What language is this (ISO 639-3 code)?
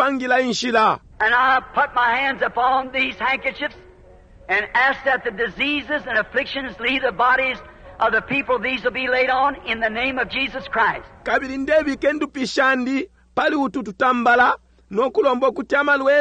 bem